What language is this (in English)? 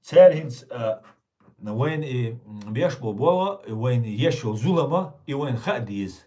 Chechen